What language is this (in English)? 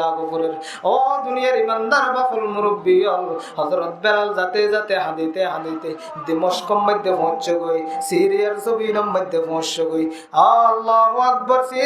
Rohingya